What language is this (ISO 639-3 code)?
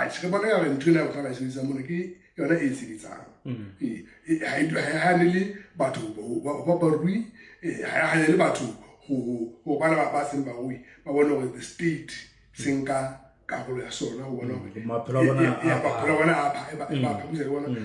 sot